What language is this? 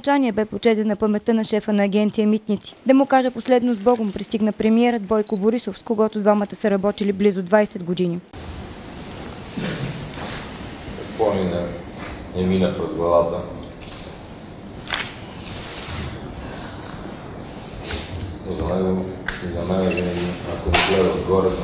Bulgarian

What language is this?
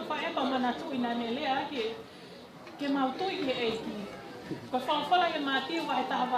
Tongan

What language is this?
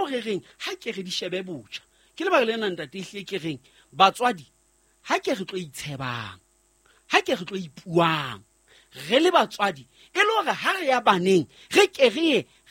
Southern Sotho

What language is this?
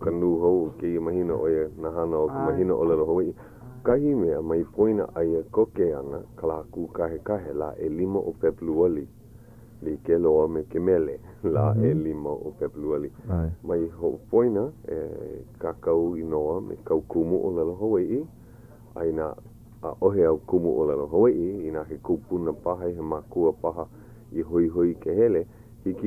Hawaiian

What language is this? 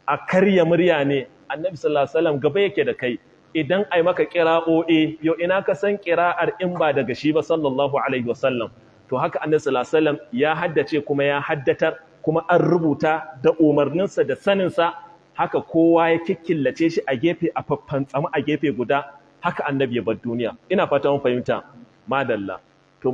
Hausa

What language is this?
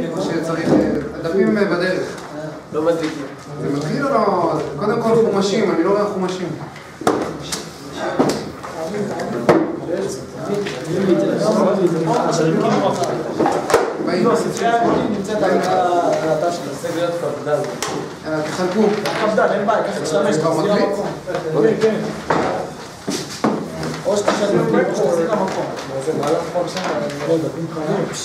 Hebrew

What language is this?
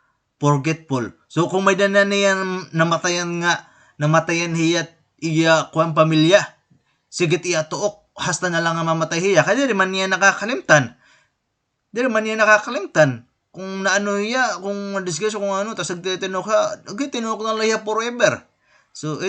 Waray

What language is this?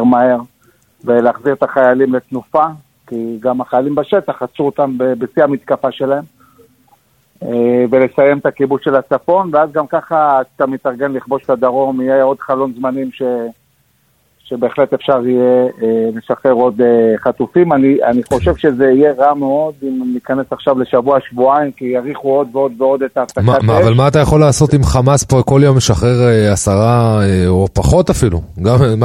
Hebrew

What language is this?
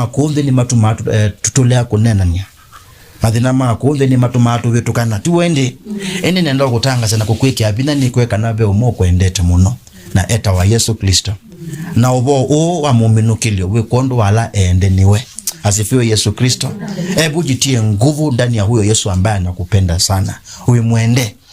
Kamba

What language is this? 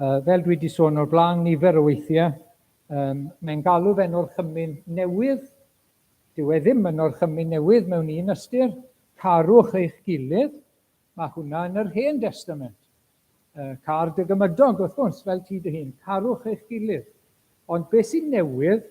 Welsh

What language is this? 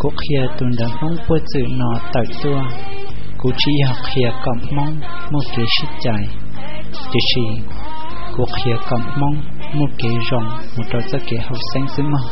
Hmong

